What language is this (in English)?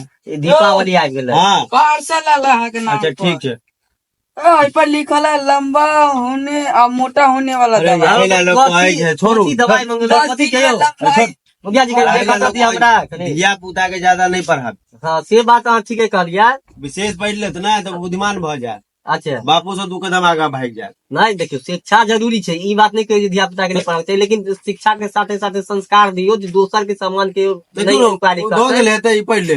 Maithili